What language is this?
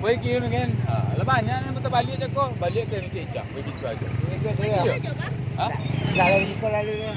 Minangkabau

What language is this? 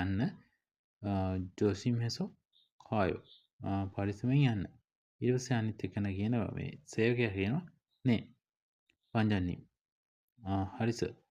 Sinhala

